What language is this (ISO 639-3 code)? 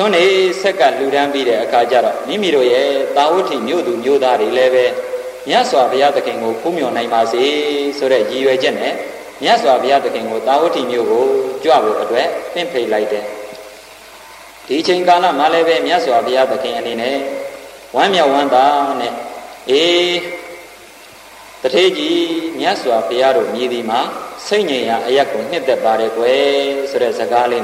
mya